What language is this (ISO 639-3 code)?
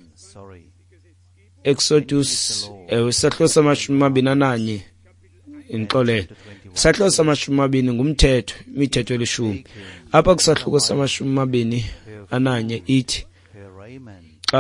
xho